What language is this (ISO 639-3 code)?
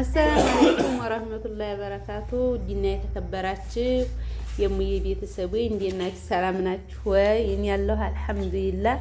amh